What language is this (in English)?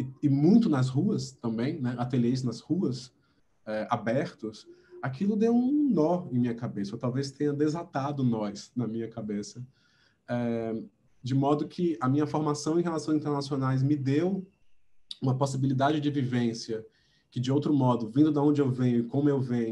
Portuguese